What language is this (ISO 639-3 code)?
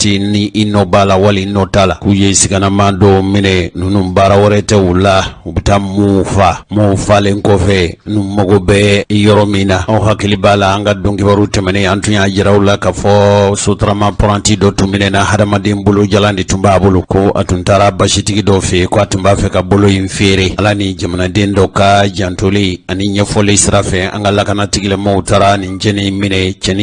bam